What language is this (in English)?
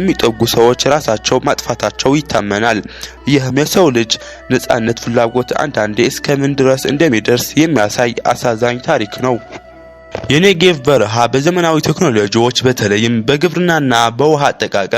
Amharic